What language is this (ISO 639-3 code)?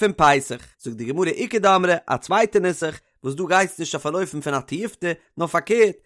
yid